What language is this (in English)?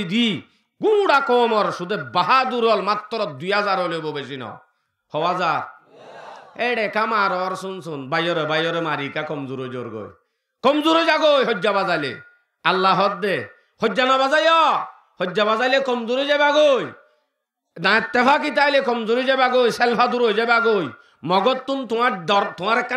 Rohingya